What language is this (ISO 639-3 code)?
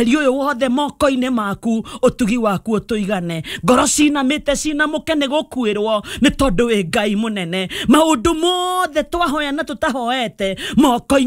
kik